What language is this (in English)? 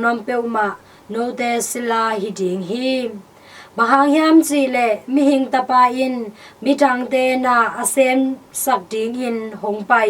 Tedim Chin